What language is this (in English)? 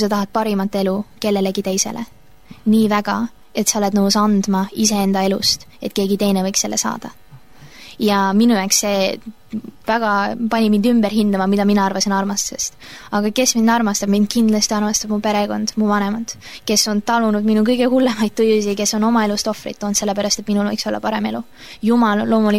Estonian